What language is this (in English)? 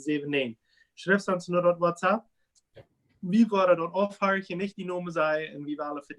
Plautdietsch